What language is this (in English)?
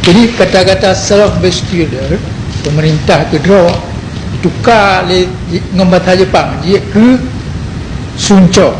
Achinese